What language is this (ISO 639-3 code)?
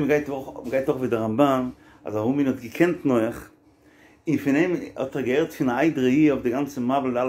yid